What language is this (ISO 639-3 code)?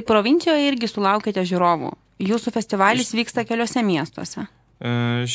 lit